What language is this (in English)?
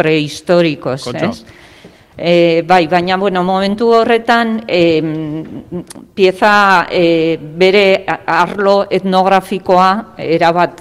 Basque